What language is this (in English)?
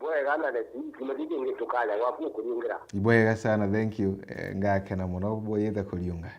Meru